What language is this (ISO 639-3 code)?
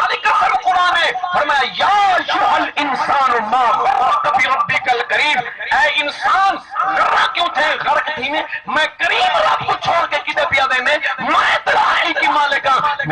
skr